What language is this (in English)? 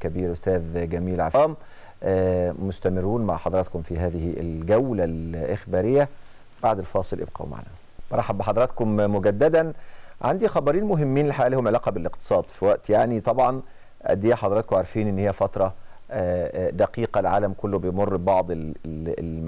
Egyptian Arabic